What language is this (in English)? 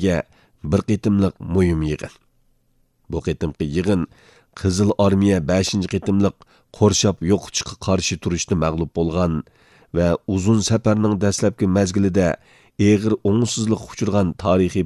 Uyghur